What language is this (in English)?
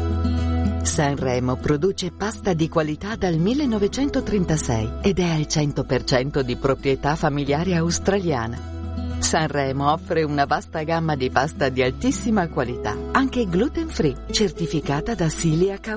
Italian